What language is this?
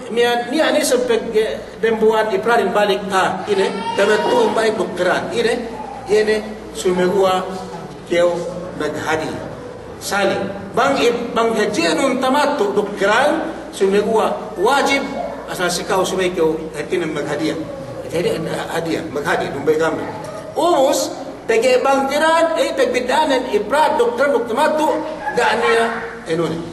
Yakan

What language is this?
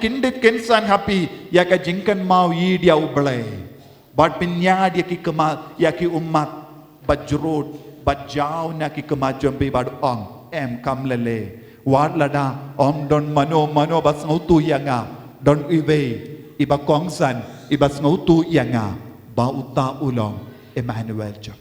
Khasi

